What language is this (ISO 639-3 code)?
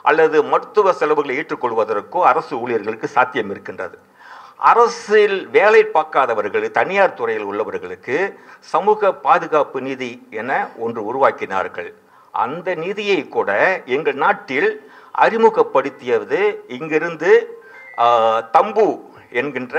tam